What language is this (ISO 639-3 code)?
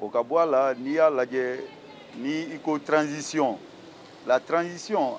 bam